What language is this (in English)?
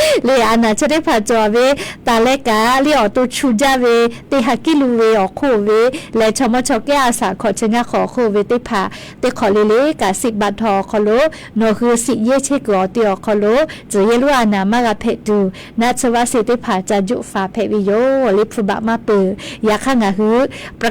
Lahu